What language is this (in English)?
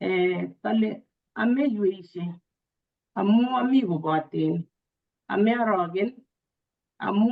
Kalenjin